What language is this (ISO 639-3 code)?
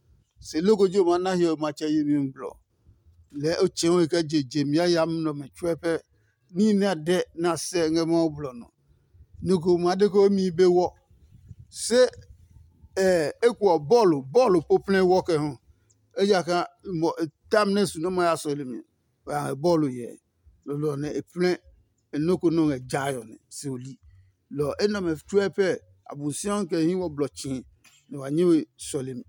ada